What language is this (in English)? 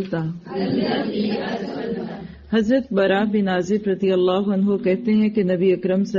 Urdu